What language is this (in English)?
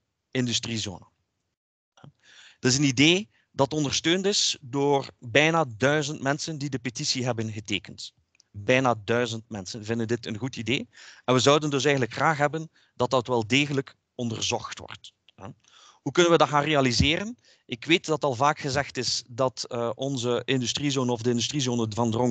Dutch